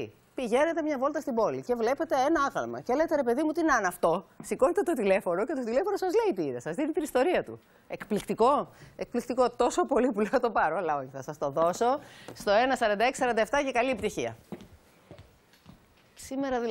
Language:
Greek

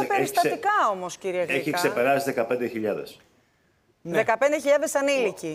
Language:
Greek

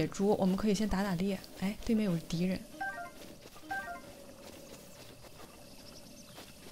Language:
Chinese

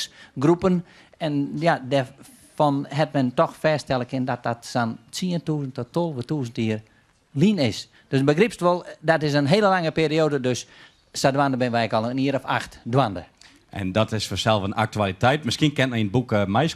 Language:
Western Frisian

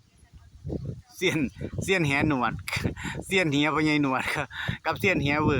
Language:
Lao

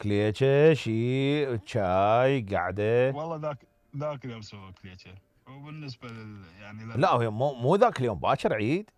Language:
Mesopotamian Arabic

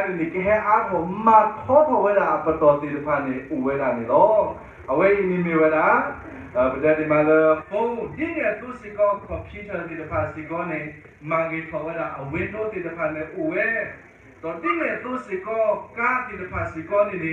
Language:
S'gaw Karen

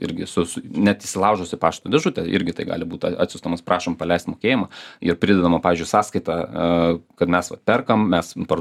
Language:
Lithuanian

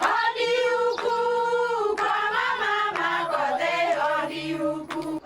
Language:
Meru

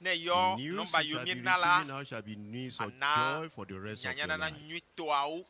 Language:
Ewe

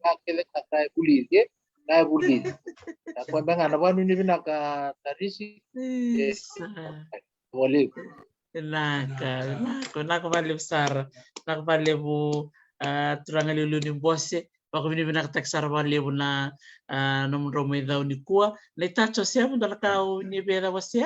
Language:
Fijian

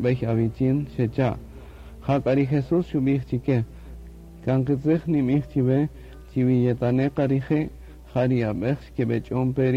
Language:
Kaqchikel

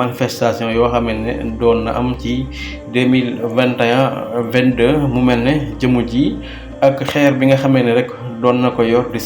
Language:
Wolof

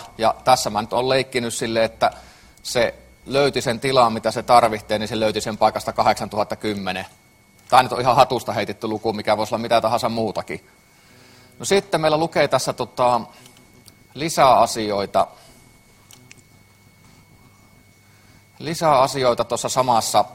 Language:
Finnish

